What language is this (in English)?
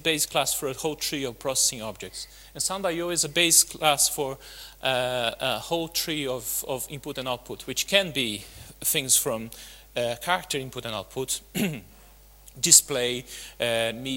English